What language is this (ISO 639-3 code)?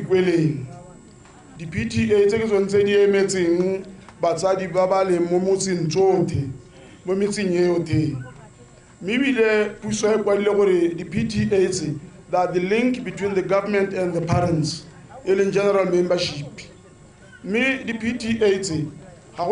tsn